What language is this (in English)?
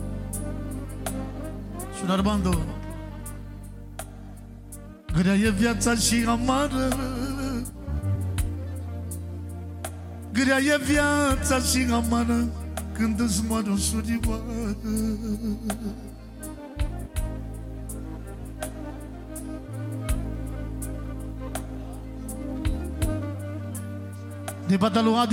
Romanian